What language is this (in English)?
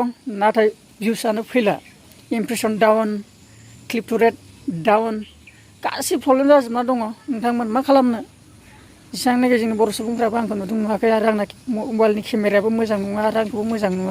Bodo